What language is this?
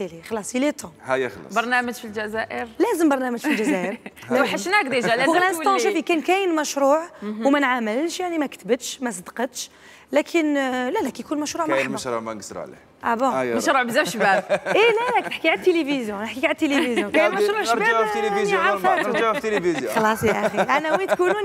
Algerian Arabic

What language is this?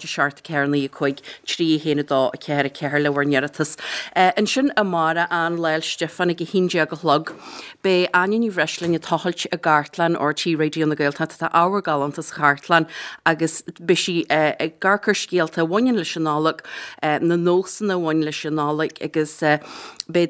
Irish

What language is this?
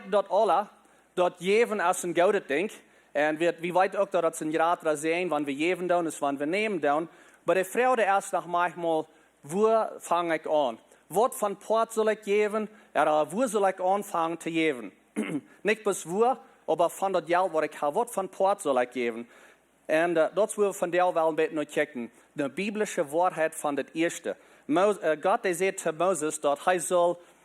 Plautdietsch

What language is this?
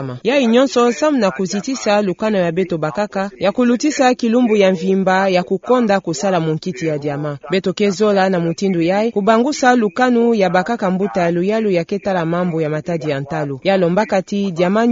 Kituba (Democratic Republic of Congo)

